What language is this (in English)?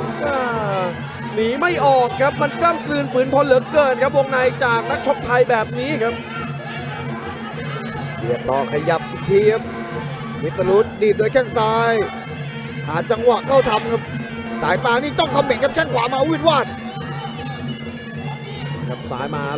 Thai